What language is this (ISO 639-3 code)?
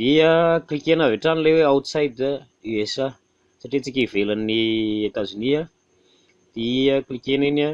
mlg